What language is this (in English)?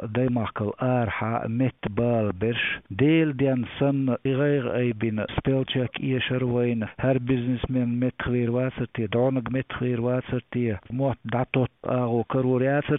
Chechen